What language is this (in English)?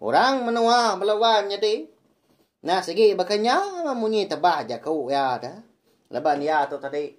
Iban